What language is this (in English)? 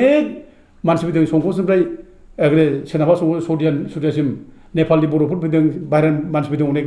Bodo